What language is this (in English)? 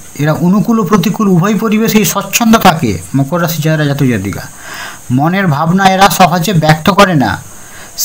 Bangla